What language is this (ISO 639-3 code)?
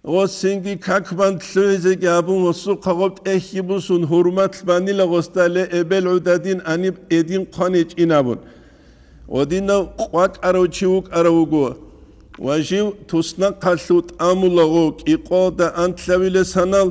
ava